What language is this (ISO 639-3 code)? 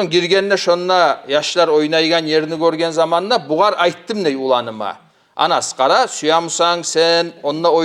kum